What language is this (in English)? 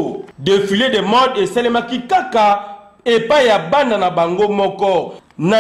Lingala